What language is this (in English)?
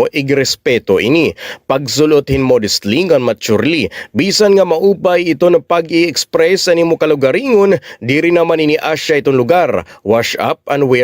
Waray